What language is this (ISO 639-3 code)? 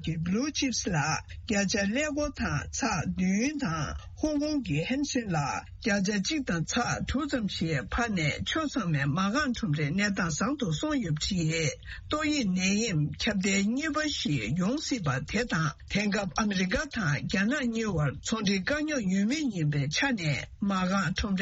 bod